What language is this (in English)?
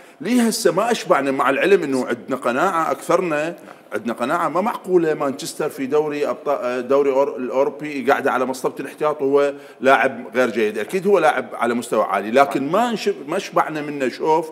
Mesopotamian Arabic